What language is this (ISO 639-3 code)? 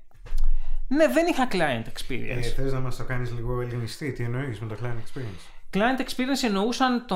ell